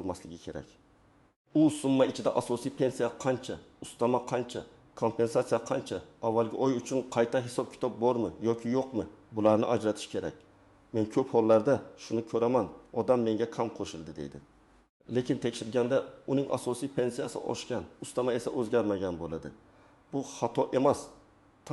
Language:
Uzbek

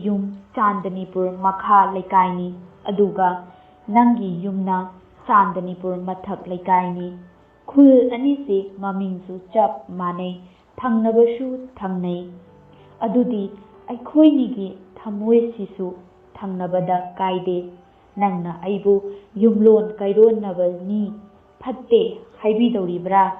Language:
Manipuri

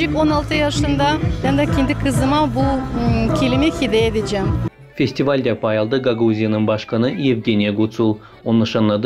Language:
Gagauz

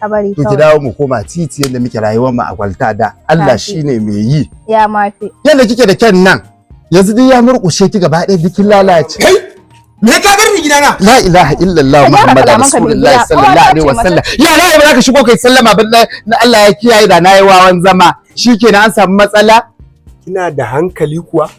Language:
Hausa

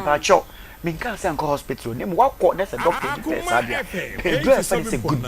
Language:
Akan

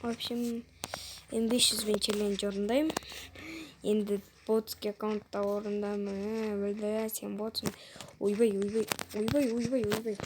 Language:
Kazakh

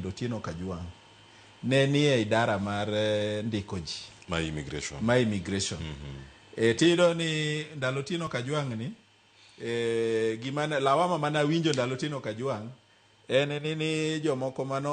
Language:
Luo (Kenya and Tanzania)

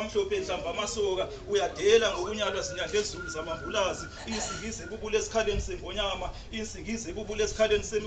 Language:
Zulu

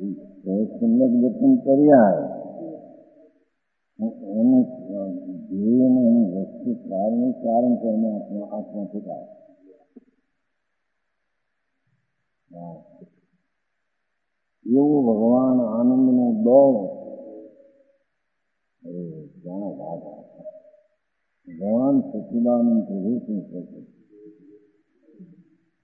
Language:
Gujarati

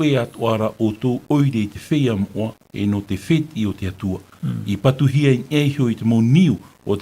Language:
Tahitian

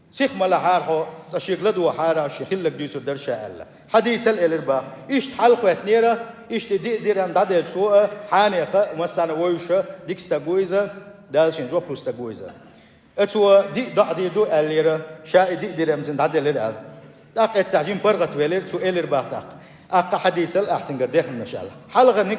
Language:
Chechen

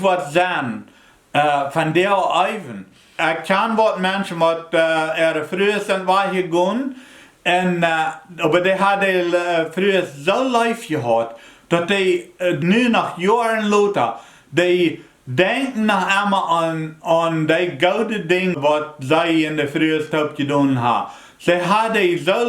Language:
Plautdietsch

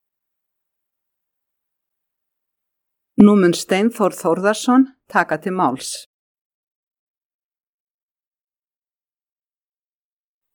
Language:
Icelandic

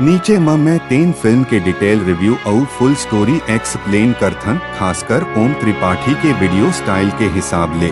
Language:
Chhattisgarhi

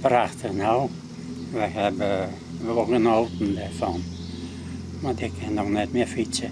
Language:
Western Frisian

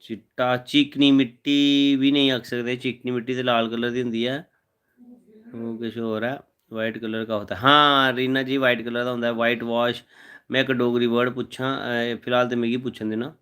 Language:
Dogri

